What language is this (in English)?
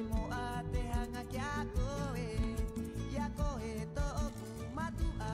Rapanui